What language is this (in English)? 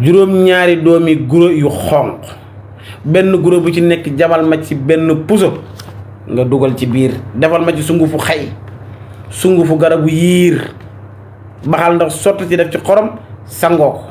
Wolof